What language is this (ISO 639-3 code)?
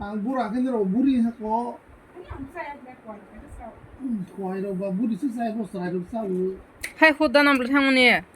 trp